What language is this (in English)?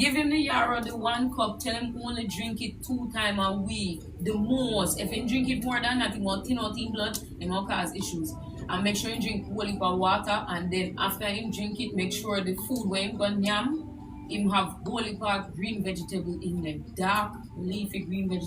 Jamaican Creole English